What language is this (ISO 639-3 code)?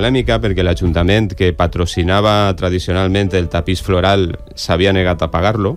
cat